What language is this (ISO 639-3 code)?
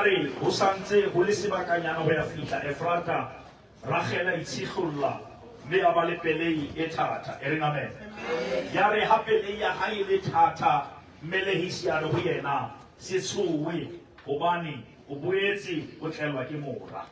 sot